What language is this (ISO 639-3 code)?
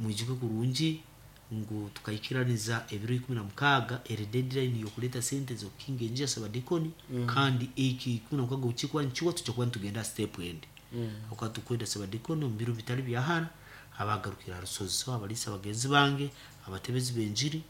nyn